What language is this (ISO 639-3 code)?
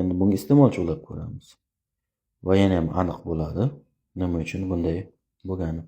uzb